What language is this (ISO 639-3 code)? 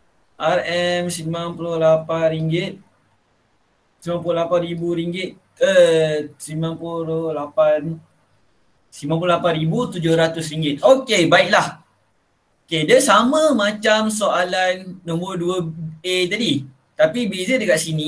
msa